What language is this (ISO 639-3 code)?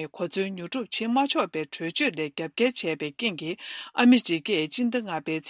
bod